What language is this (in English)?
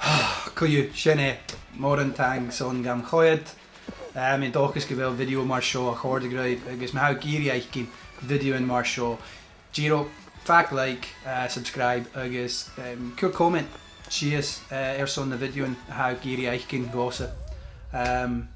Scottish Gaelic